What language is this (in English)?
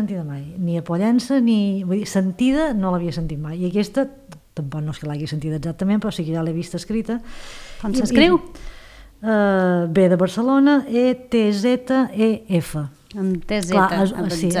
Catalan